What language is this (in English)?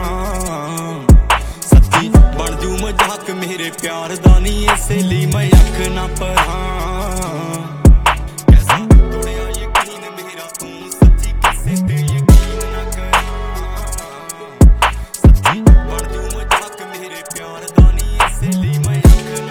Punjabi